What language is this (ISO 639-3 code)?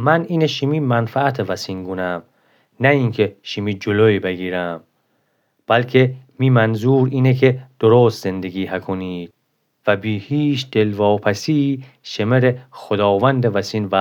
glk